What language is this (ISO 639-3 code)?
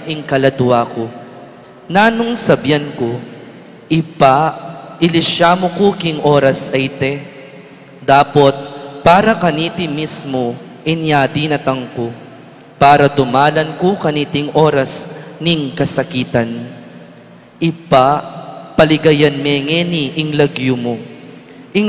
pam